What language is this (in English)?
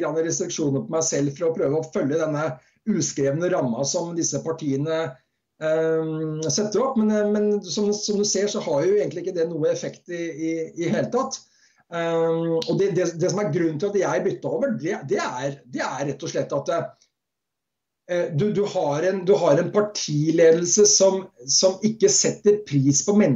Norwegian